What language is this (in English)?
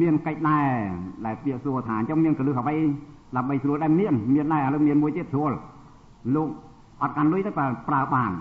Khmer